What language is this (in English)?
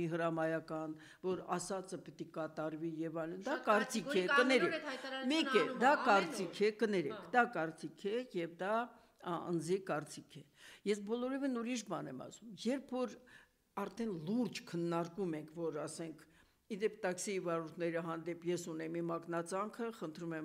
Armenian